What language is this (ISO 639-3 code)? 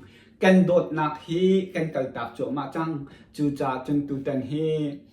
cnh